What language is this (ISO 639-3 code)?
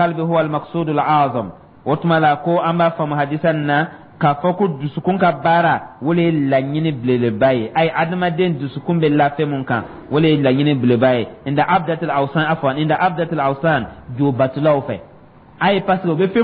dyu